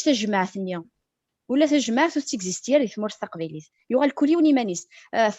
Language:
Kabyle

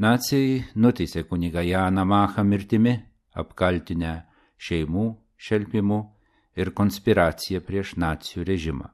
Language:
Lithuanian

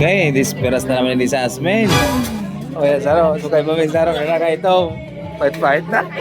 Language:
Bikol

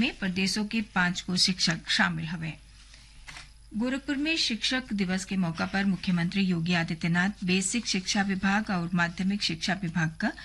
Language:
Bhojpuri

